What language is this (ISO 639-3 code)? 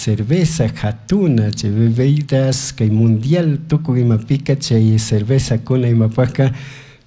qug